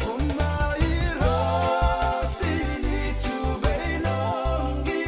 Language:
Fijian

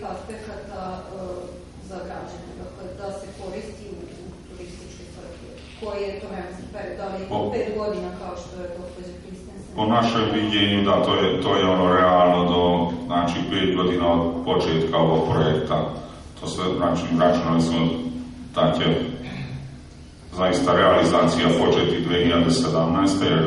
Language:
Serbian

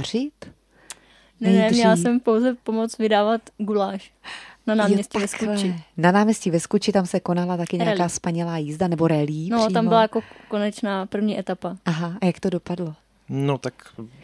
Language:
Czech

